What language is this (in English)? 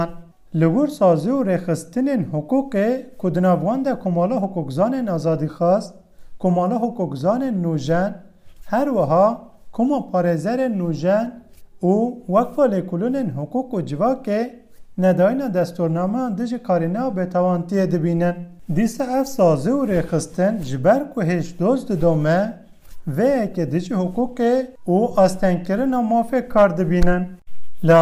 Kurdish